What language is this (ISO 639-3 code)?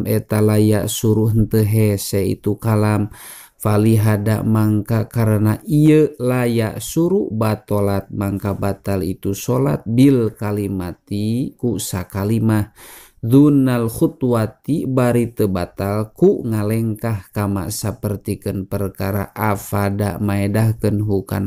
sun